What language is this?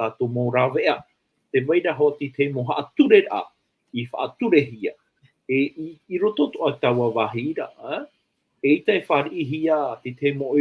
Tahitian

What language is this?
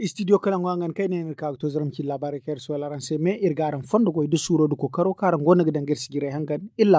Zarma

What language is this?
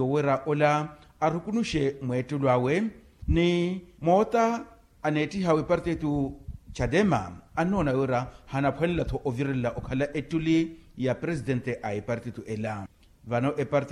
Makhuwa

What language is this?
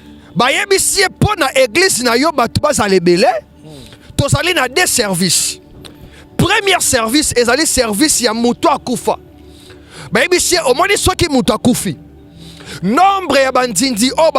Lingala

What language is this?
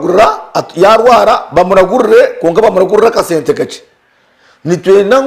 Nyankole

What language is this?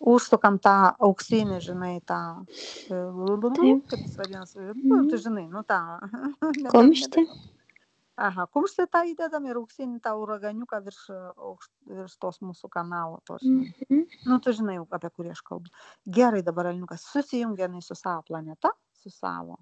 Lithuanian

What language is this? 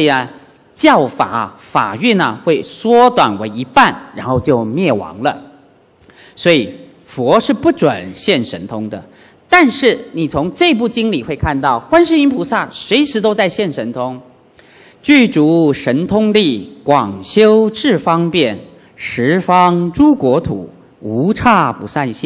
Chinese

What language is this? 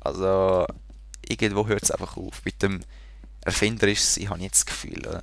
Swiss German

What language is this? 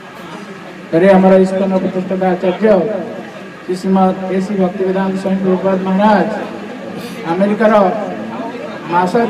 Odia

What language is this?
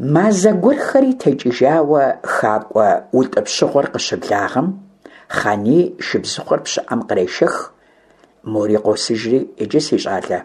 Kabardian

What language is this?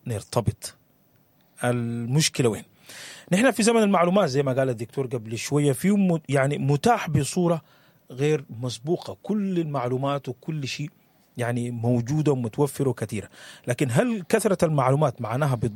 Sudanese Arabic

